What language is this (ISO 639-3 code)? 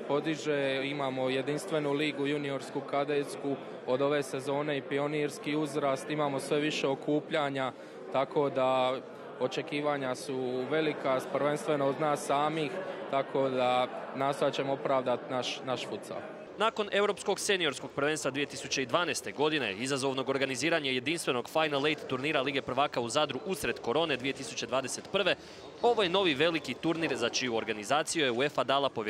hrv